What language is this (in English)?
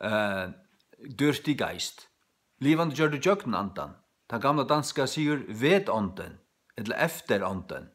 Faroese